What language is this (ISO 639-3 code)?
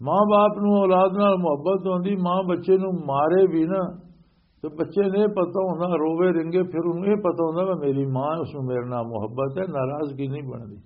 lah